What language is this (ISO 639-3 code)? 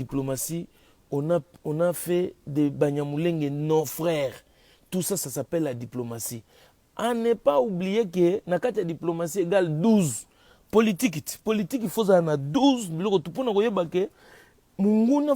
lin